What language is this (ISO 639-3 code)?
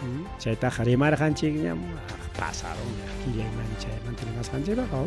quy